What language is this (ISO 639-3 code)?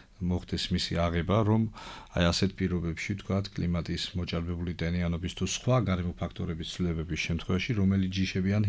kat